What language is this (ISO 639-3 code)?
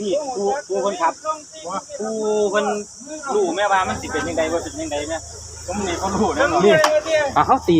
lao